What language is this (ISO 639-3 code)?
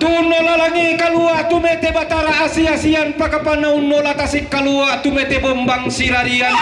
sda